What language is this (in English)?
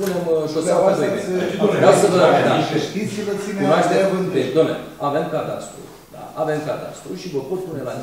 Romanian